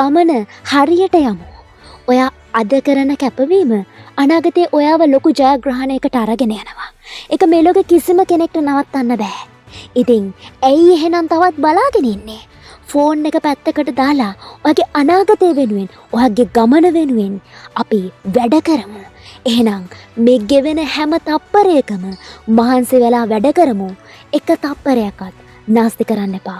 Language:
Sinhala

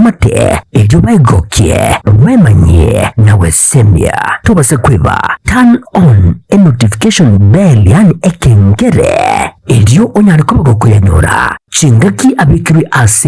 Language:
Gusii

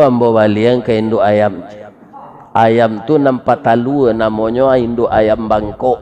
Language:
Minangkabau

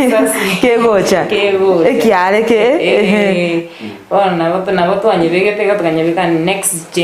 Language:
Gusii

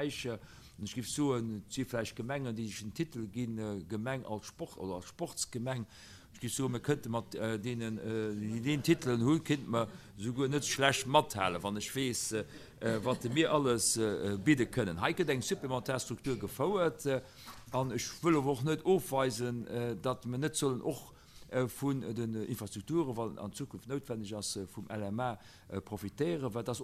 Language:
Luxembourgish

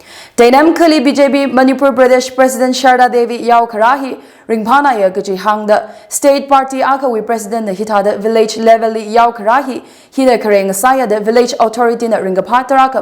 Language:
Tangkhul Naga (India)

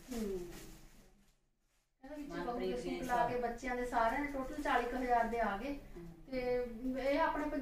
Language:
Punjabi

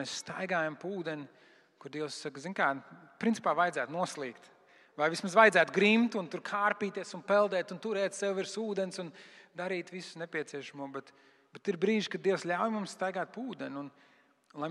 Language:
Latvian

